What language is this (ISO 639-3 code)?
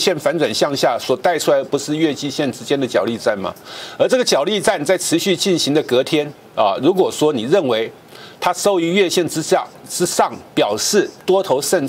zho